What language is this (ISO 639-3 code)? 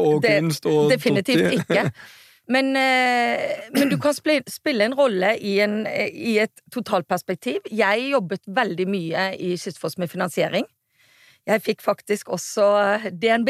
nor